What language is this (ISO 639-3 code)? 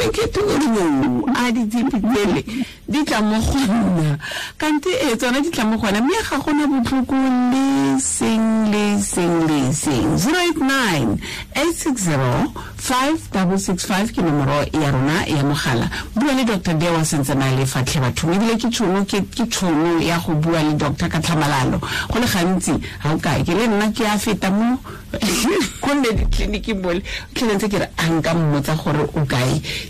tsn